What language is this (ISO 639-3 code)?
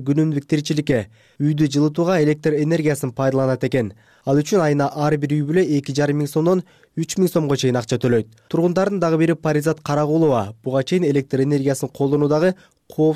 kir